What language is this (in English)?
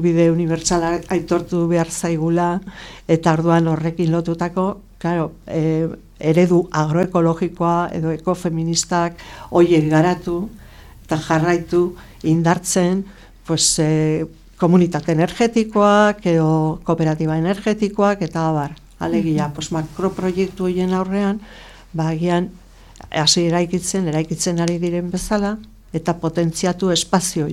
Basque